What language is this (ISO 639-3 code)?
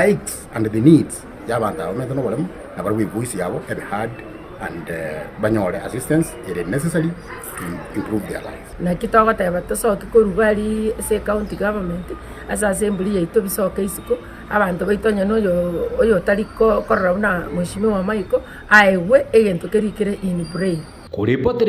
guz